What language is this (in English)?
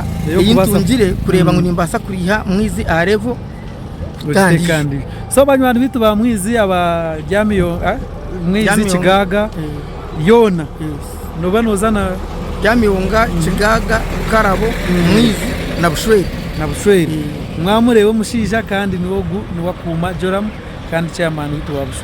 Nyankole